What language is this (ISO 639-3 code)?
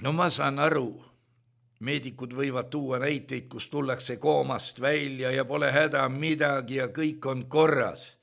est